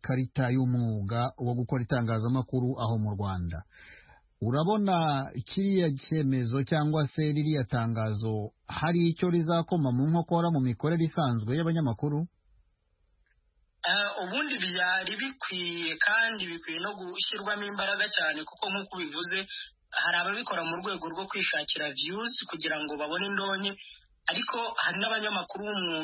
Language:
Kinyarwanda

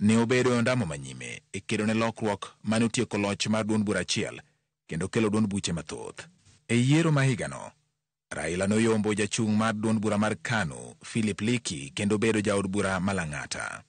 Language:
Luo (Kenya and Tanzania)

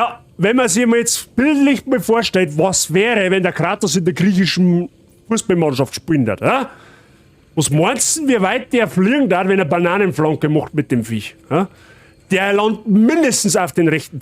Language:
Bavarian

